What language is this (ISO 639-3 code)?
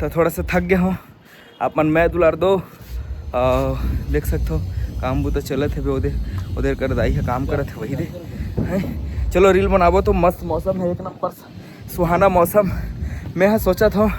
hne